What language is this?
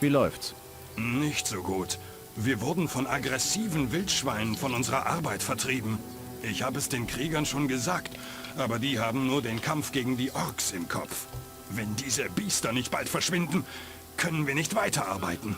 Bavarian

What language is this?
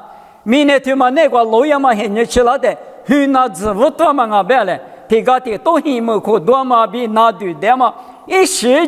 Lisu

